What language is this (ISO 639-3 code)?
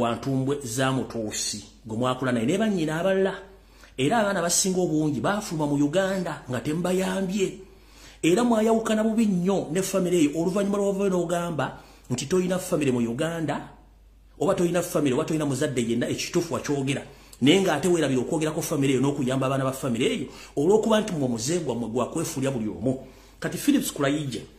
lug